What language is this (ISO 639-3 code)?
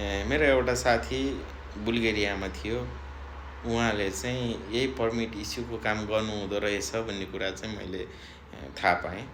nep